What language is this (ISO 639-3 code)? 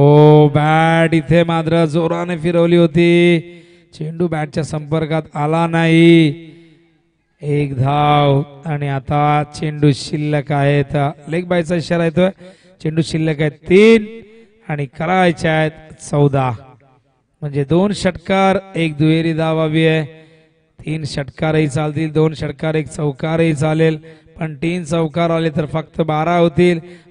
mar